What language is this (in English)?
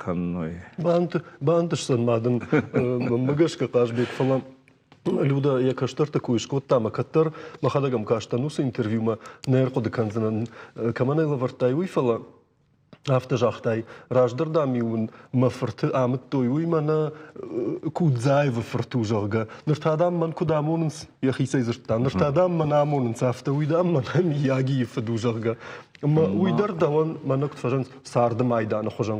Ossetic